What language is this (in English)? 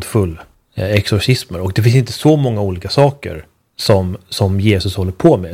Swedish